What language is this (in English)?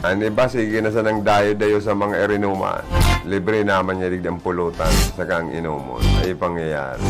Bikol